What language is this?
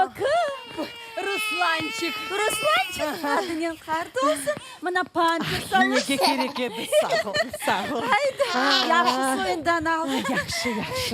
Crimean Tatar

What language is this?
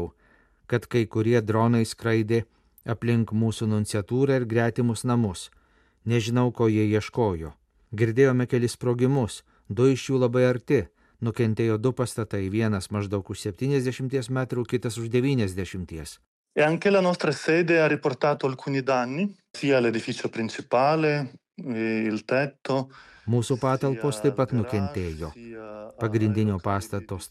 Lithuanian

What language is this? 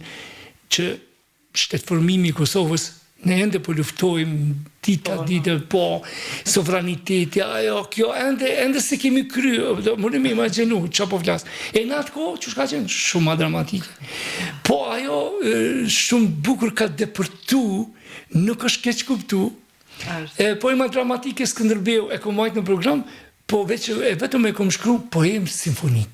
Albanian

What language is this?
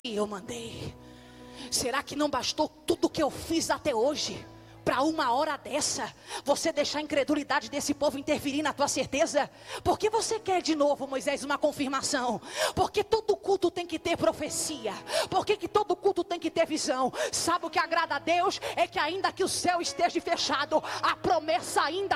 Portuguese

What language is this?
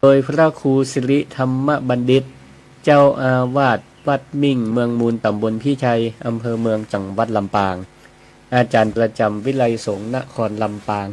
Northern Thai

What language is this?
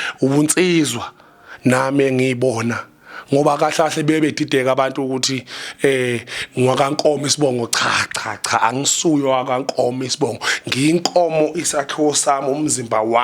Zulu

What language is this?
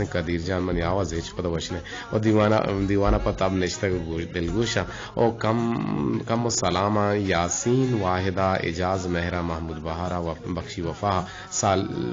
Eastern Balochi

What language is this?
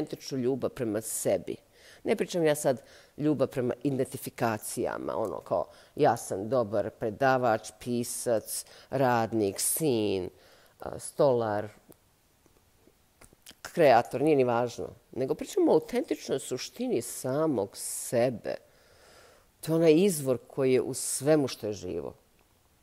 Bosnian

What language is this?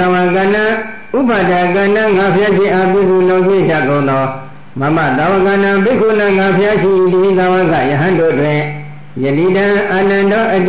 Burmese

